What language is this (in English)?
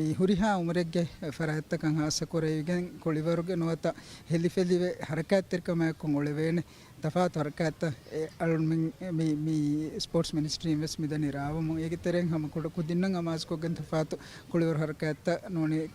Divehi